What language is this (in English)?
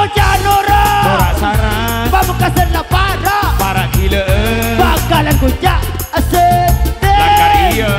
Madurese